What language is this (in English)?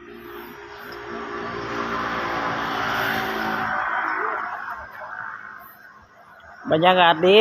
Lao